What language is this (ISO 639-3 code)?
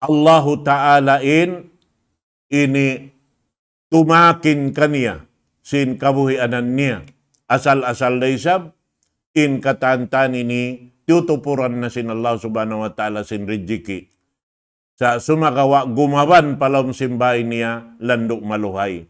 tsg